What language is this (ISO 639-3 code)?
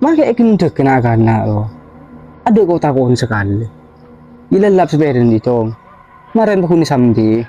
mad